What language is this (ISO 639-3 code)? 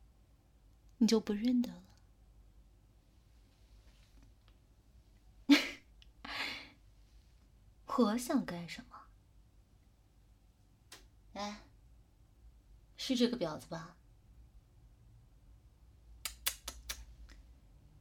zho